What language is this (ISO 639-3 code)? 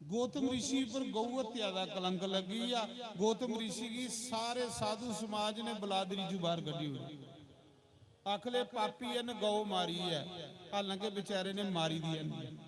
doi